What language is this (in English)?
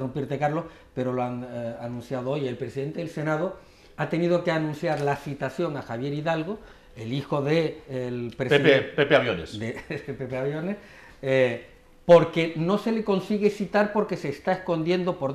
Spanish